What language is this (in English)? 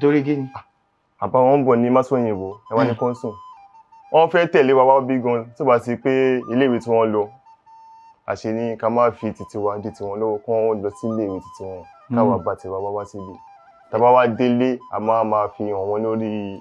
Yoruba